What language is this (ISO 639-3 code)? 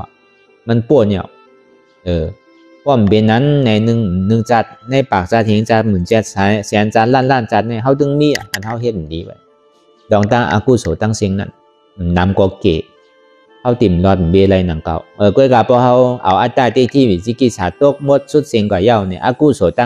shn